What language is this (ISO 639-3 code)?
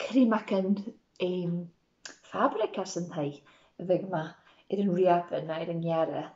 gla